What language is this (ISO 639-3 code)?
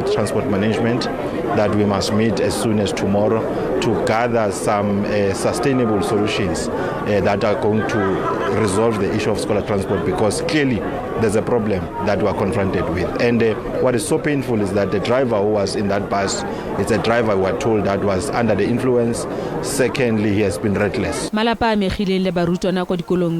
tsn